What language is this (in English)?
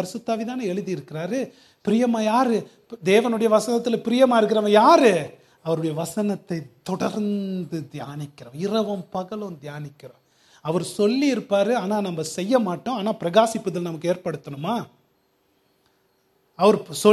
Tamil